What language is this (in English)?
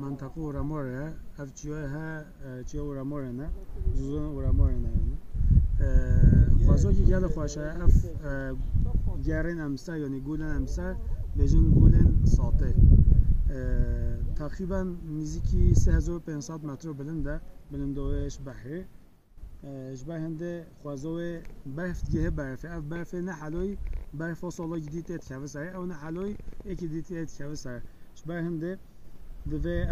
Kurdish